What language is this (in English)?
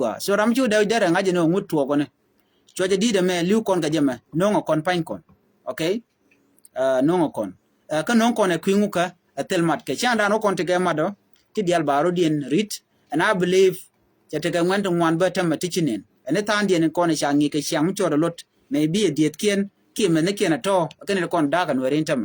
Nuer